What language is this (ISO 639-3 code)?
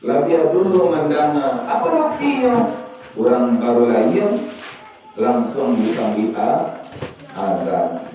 min